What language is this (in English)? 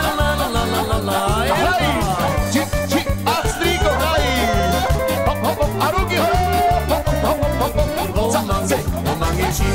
Slovak